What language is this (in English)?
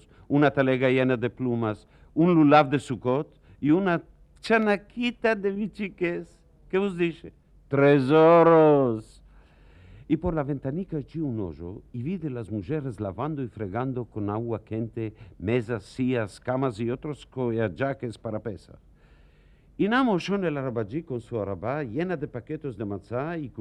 Ladino